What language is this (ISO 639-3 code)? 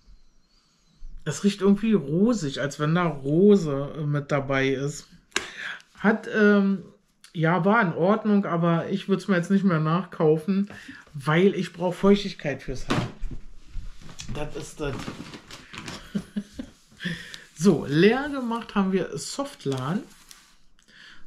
deu